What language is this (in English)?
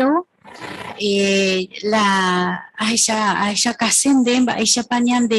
Guarani